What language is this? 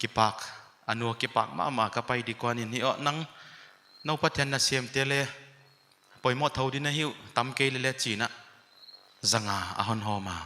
Paite Chin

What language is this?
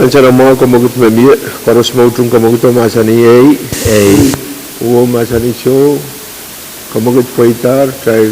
Pohnpeian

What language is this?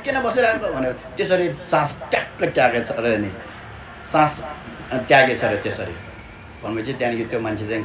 Nepali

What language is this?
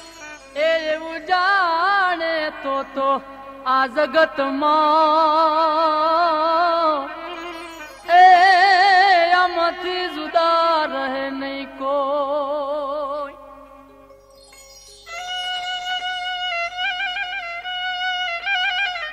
Gujarati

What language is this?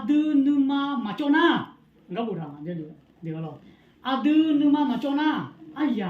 Akha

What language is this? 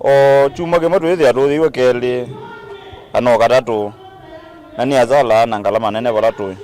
Kamba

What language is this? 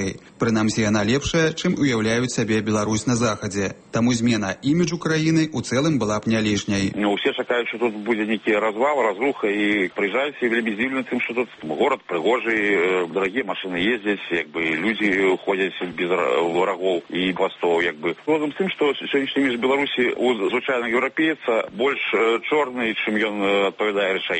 Belarusian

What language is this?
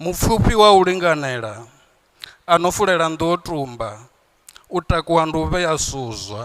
Venda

